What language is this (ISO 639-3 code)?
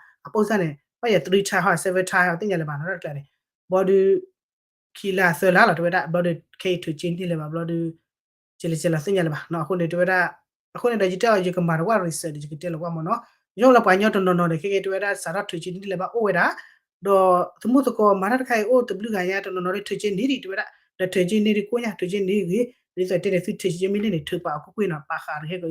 ksw